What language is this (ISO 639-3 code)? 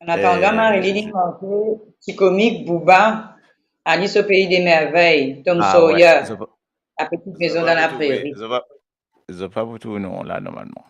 mfe